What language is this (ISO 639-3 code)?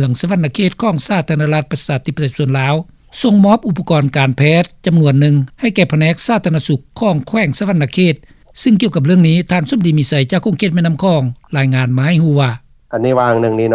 lao